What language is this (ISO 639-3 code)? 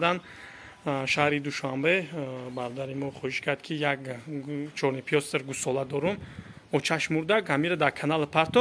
tgk